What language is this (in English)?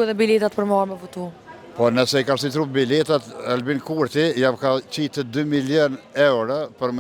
Albanian